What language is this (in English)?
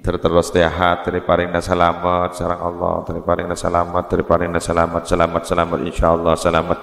Madurese